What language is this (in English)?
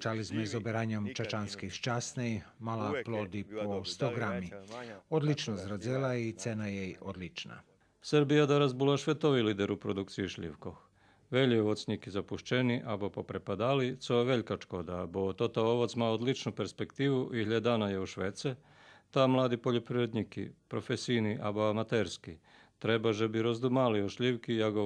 Rusyn